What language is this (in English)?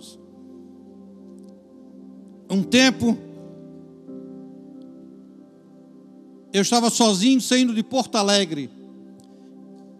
Portuguese